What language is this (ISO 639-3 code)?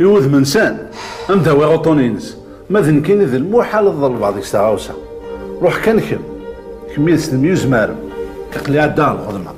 kab